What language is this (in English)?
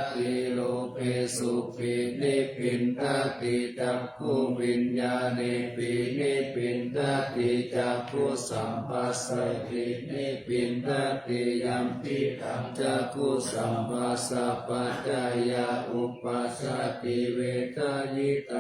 Pali